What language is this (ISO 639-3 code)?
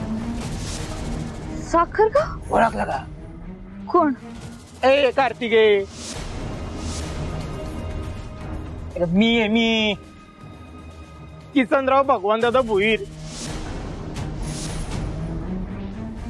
mar